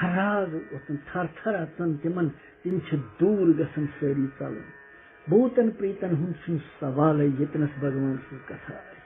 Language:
Kashmiri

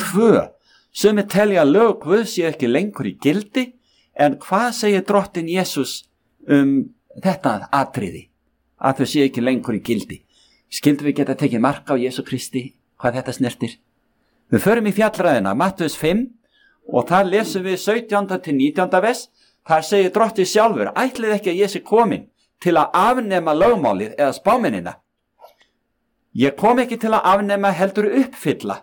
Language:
Icelandic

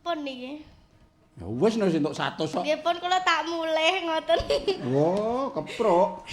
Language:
Javanese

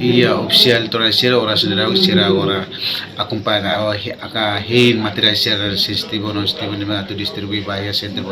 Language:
Tetum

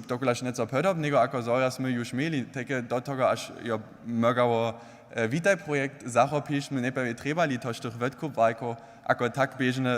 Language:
Upper Sorbian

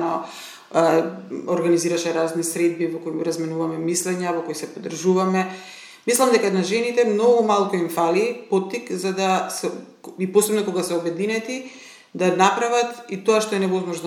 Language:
Macedonian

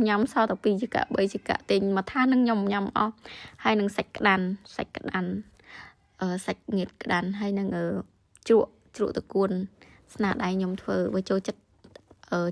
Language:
Khmer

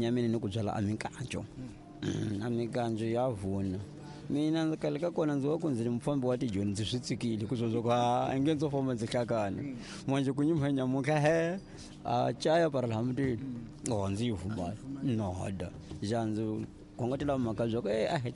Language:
Tsonga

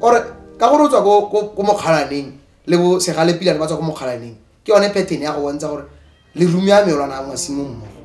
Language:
Tswana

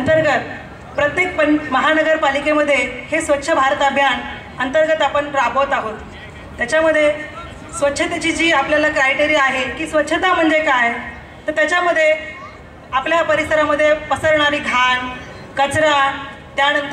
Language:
Marathi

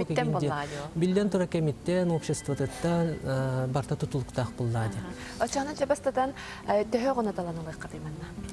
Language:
Yakut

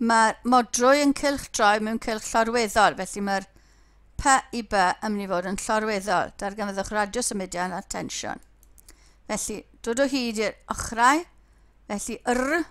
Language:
Welsh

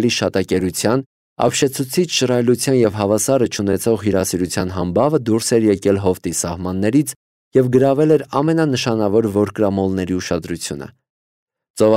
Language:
Armenian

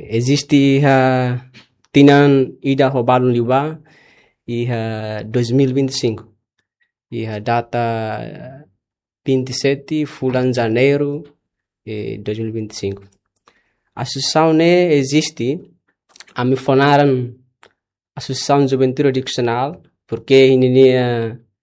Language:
Tetum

